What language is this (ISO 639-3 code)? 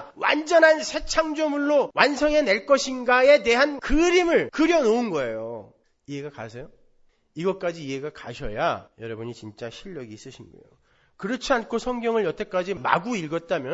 kor